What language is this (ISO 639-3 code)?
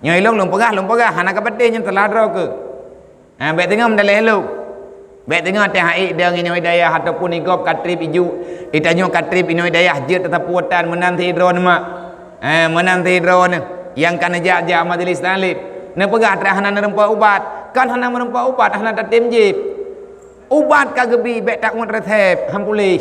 ace